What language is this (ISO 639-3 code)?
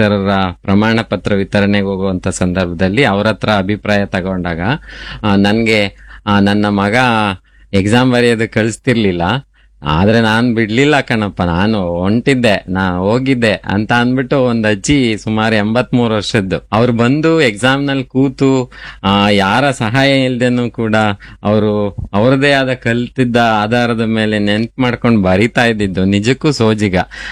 kan